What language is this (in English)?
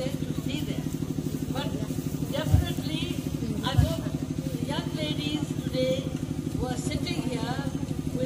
Kok Borok